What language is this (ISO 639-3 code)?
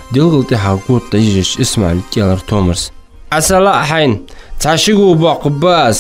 inh